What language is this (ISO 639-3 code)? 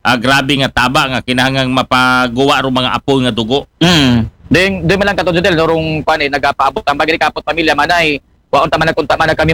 akl